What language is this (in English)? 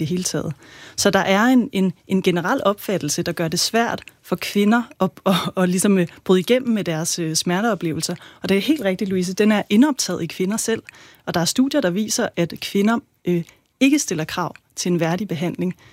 Danish